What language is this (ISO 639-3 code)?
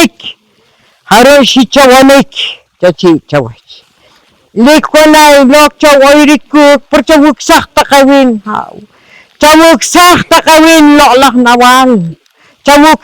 poh